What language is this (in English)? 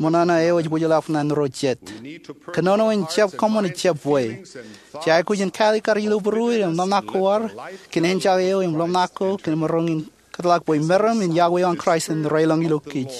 Marshallese